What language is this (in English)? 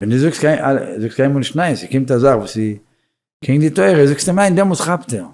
Yiddish